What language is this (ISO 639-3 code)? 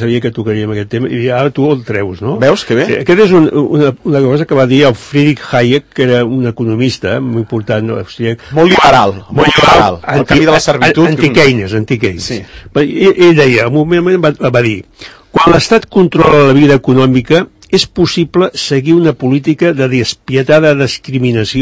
cat